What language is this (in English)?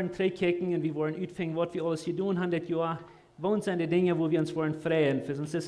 Plautdietsch